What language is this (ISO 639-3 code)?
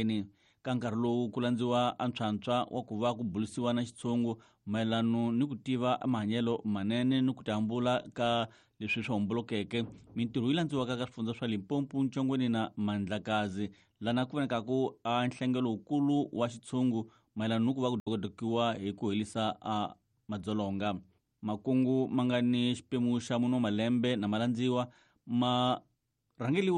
tso